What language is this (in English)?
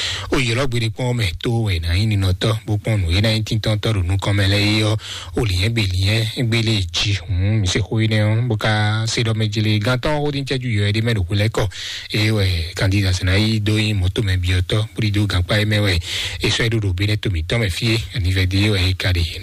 Fon